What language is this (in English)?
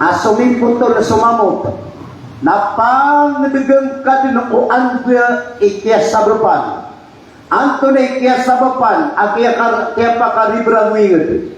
Maranao